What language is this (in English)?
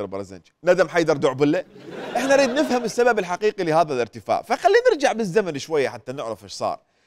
Mesopotamian Arabic